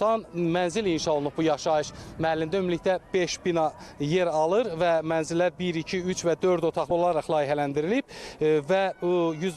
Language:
Azerbaijani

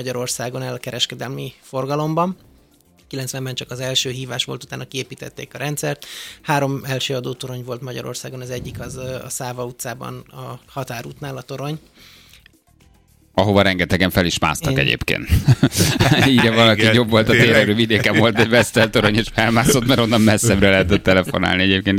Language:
Hungarian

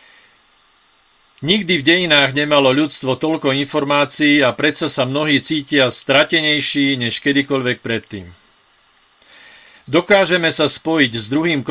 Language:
Slovak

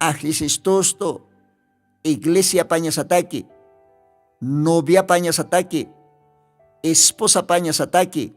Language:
Aymara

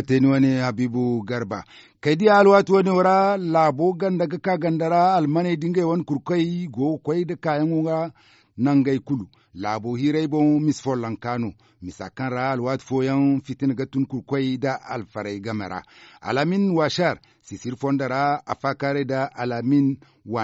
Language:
Zarma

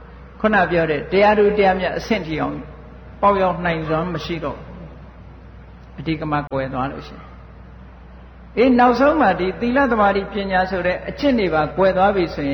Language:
Burmese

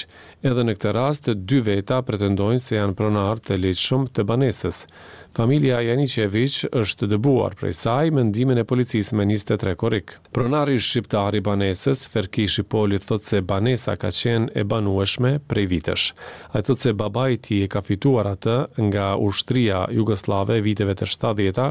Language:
Albanian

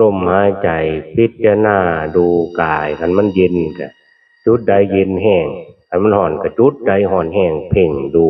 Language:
Northeastern Thai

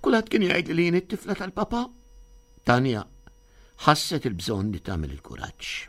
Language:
Maltese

